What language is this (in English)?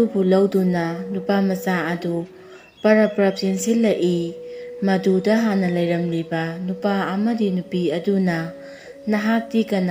Manipuri